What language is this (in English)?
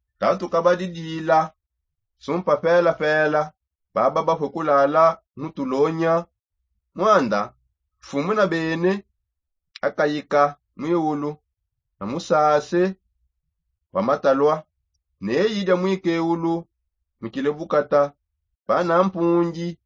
Songe